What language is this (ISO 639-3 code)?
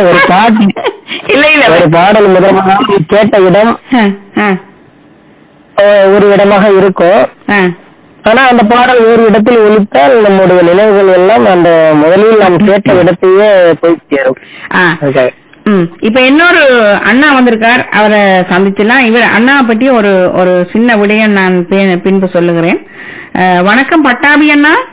tam